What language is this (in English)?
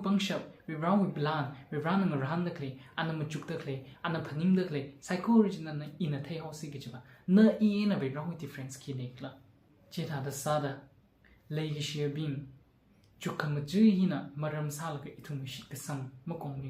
Tangkhul Naga (India)